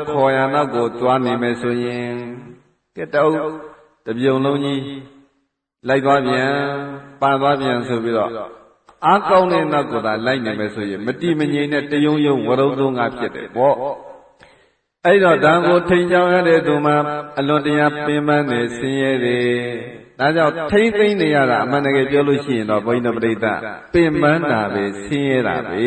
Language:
Burmese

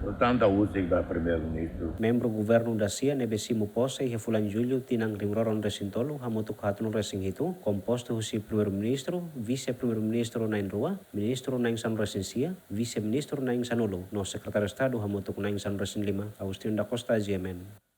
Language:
Tetum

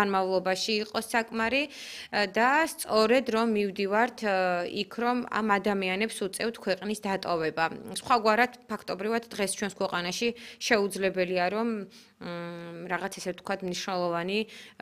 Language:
Georgian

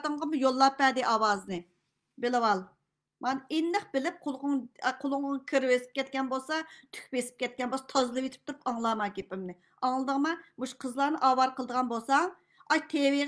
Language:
Uyghur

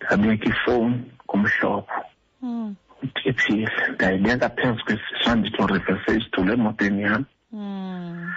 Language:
Xhosa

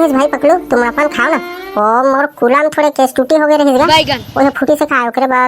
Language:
Chhattisgarhi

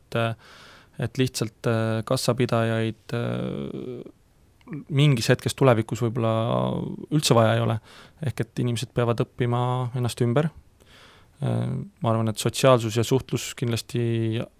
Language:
Estonian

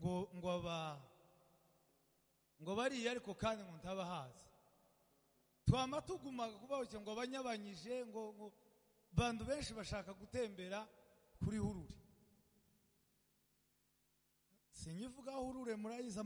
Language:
Kinyarwanda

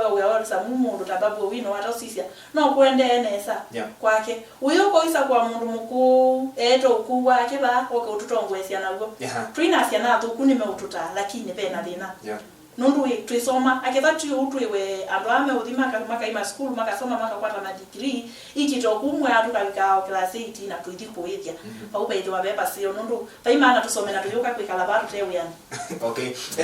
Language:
Kamba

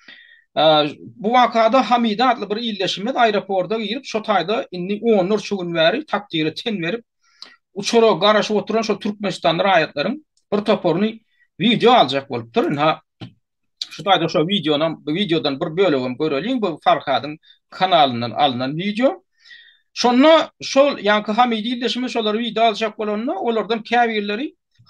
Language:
Turkmen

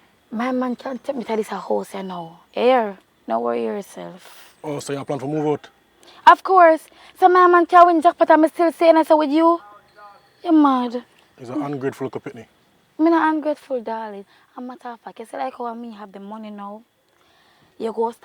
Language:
Jamaican Creole English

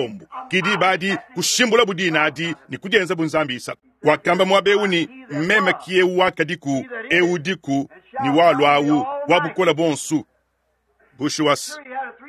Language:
Luba-Lulua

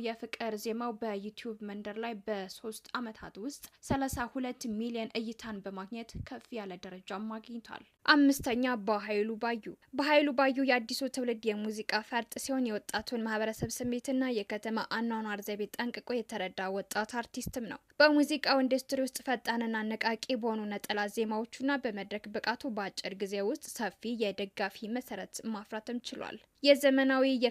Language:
Amharic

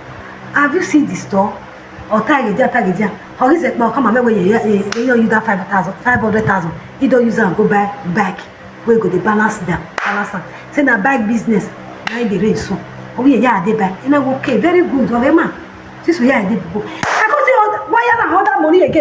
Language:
Nigerian Pidgin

